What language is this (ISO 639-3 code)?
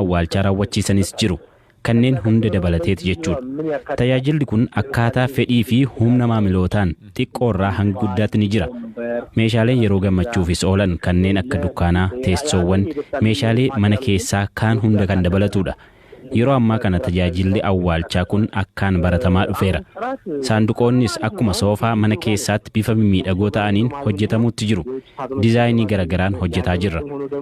orm